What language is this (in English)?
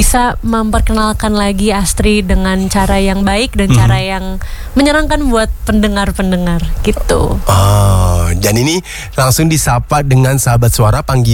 Indonesian